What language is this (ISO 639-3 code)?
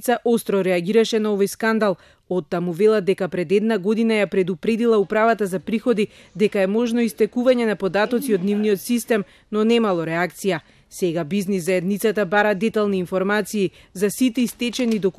mkd